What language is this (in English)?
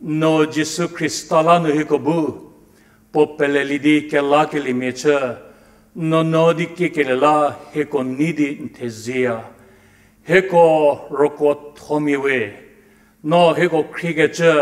Angami Naga